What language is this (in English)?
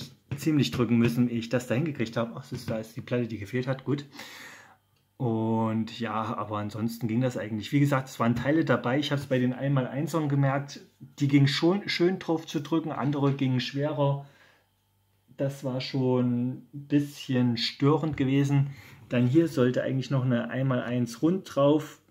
German